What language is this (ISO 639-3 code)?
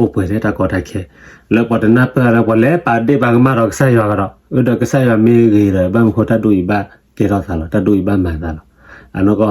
ksw